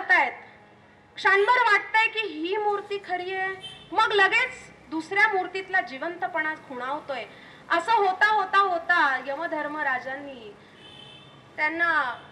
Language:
Marathi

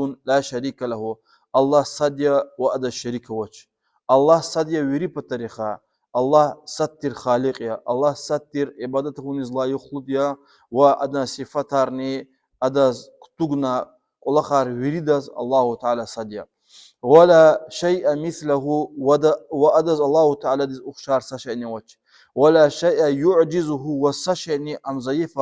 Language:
Lezghian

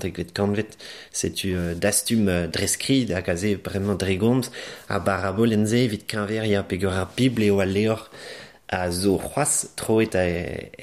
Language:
Breton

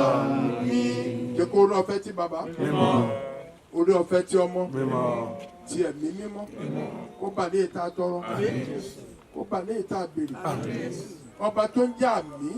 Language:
Yoruba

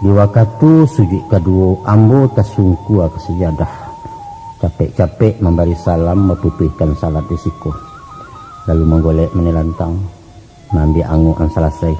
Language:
Minangkabau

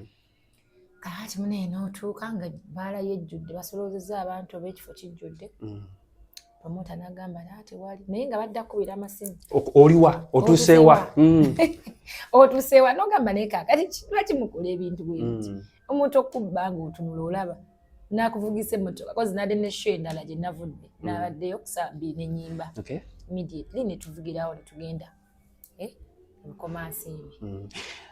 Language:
Ganda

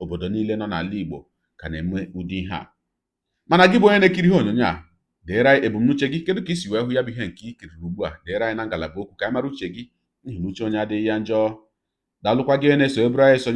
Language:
Igbo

